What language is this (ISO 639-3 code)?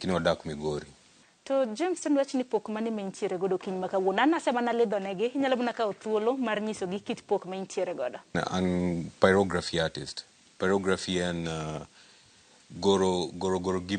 luo